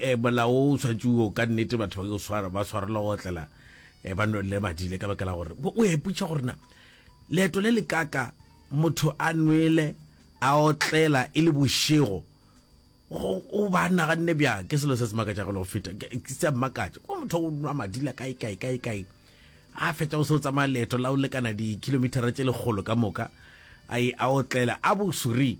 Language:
Northern Sotho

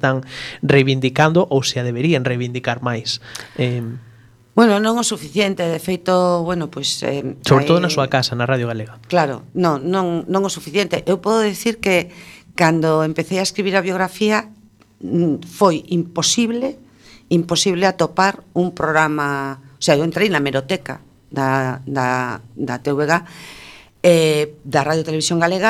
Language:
Galician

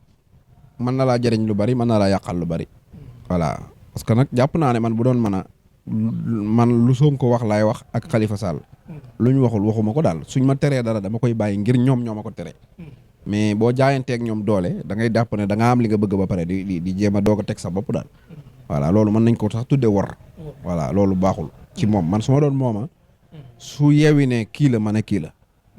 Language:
Wolof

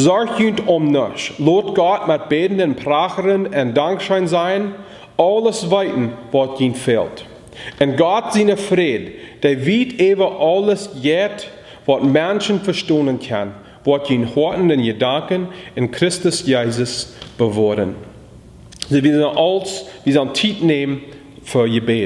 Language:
Plautdietsch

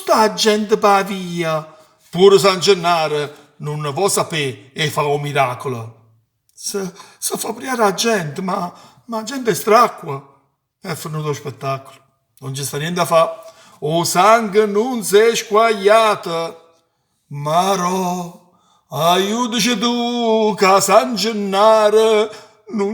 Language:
Neapolitan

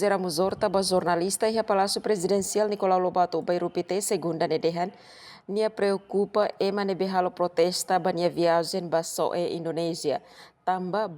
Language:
Tetum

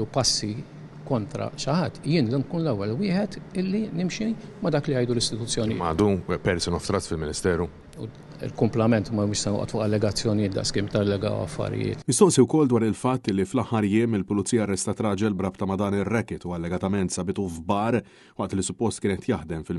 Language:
Maltese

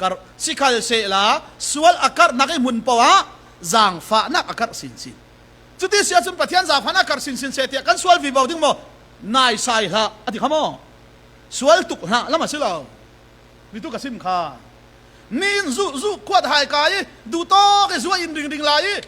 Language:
Falam Chin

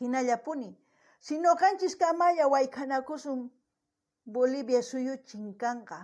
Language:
South Bolivian Quechua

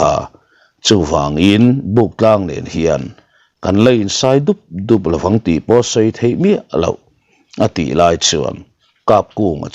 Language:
Mizo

